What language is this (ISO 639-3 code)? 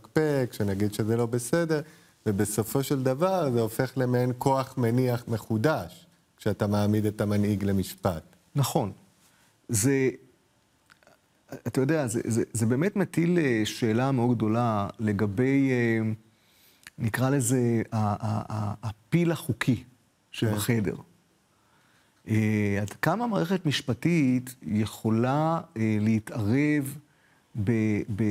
heb